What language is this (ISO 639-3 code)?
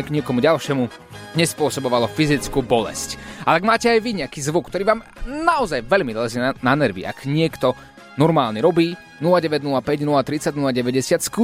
slk